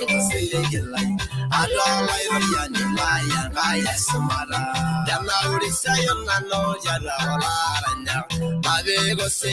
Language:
Masai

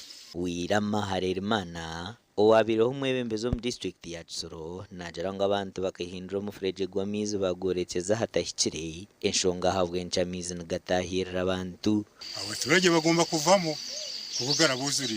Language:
Nyankole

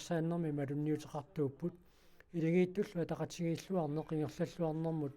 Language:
Kalaallisut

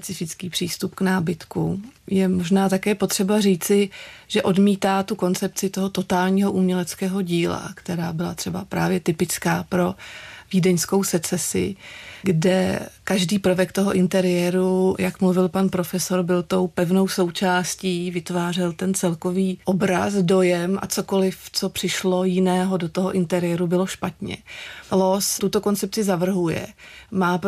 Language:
Czech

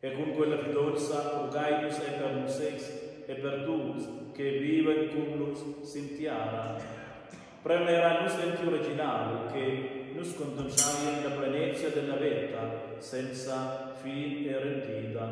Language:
Romansh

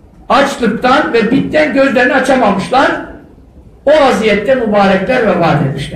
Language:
Turkish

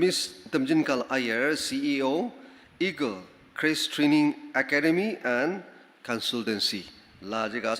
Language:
Ao Naga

